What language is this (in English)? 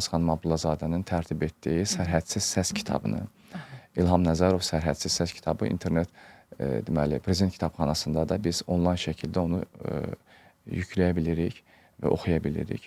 Azerbaijani